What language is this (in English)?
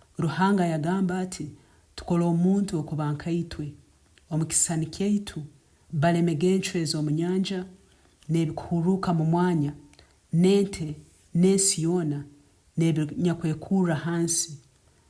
Nyankole